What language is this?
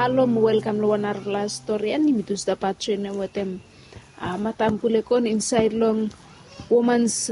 Bislama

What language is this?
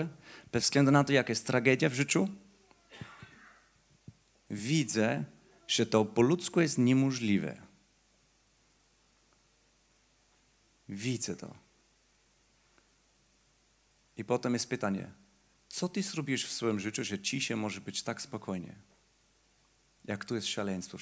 Polish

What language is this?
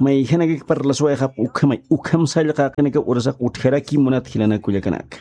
Aymara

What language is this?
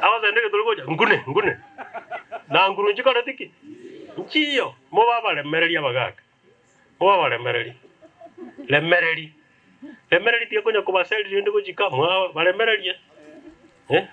Gusii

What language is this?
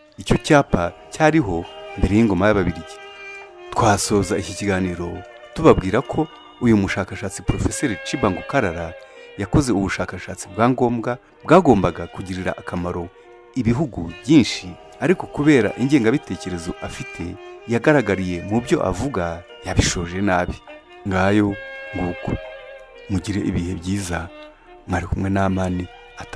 Kinyarwanda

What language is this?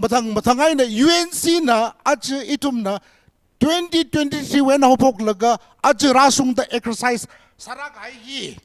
Tangkhul Naga (India)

